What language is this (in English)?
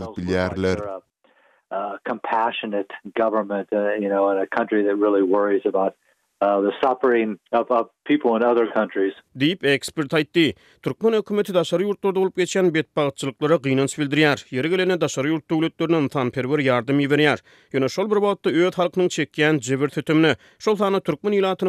Turkmen